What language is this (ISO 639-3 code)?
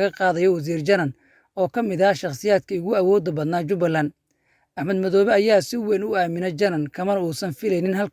som